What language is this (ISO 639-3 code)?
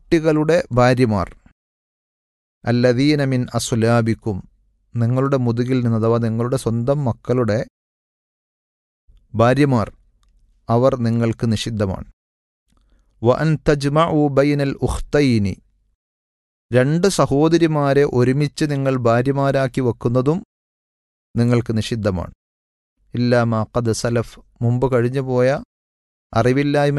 mal